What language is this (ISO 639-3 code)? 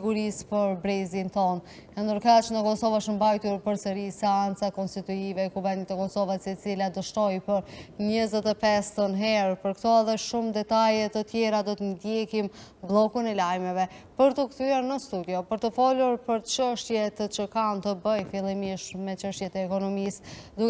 sqi